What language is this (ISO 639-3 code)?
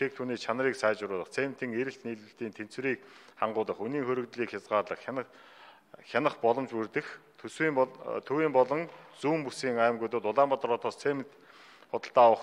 mon